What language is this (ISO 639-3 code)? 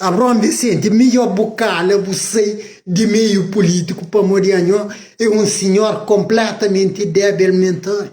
kea